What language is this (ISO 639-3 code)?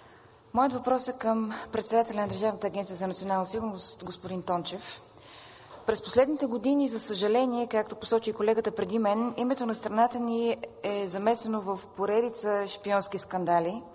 bul